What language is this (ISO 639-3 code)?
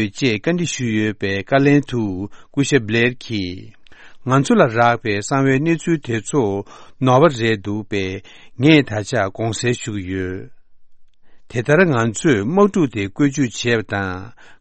bod